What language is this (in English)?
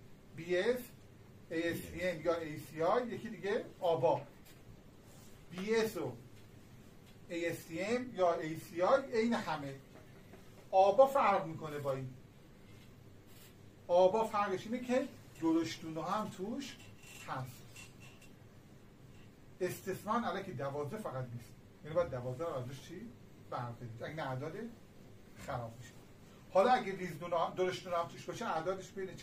Persian